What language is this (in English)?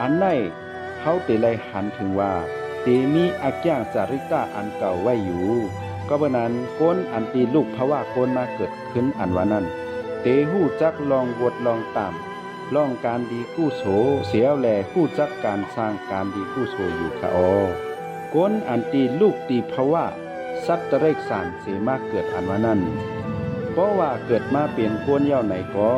Shan